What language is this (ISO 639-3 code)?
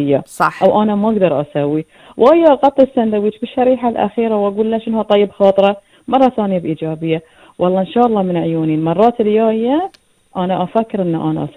afb